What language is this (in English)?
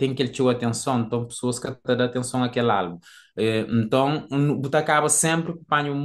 Kabuverdianu